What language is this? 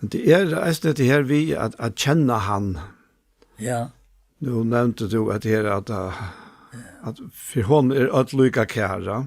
Faroese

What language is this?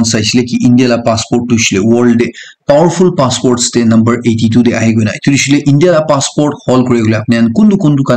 Naga Pidgin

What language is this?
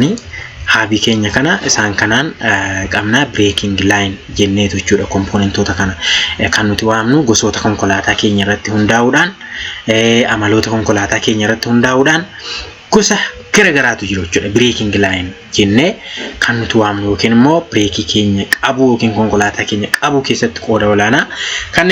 Oromo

